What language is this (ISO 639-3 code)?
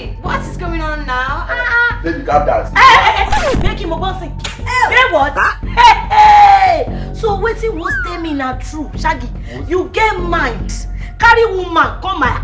pcm